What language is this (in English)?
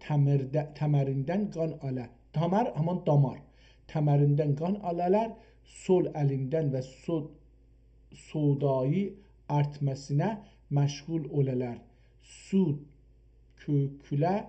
South Azerbaijani